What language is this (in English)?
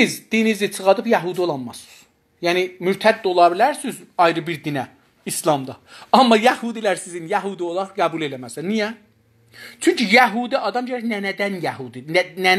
South Azerbaijani